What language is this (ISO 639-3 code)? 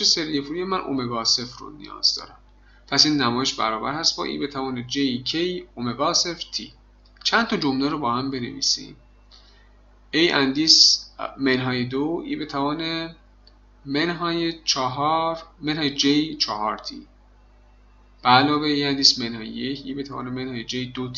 fas